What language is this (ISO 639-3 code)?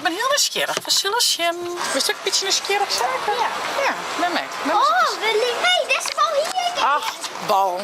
fry